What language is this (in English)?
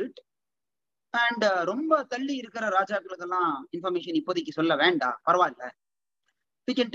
Tamil